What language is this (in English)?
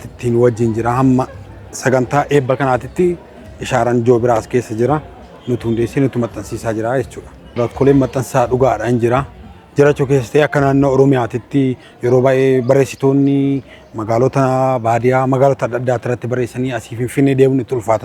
Oromo